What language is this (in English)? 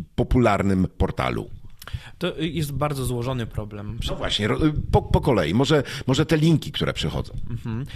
Polish